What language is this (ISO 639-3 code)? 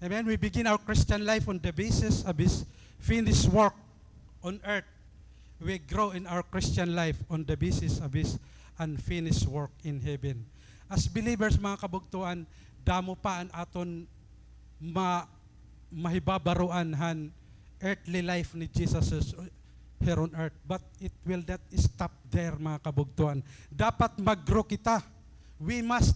war